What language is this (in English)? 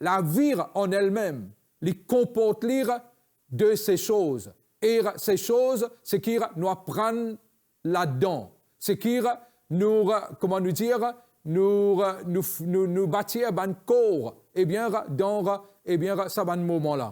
Morisyen